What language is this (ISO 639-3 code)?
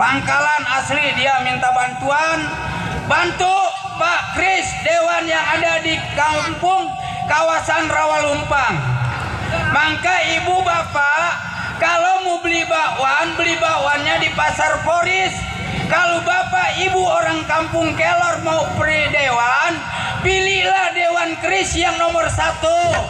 bew